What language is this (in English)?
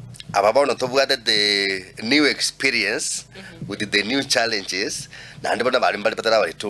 Gusii